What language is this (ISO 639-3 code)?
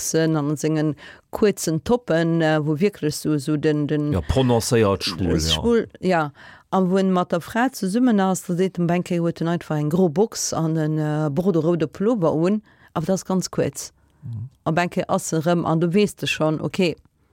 ltz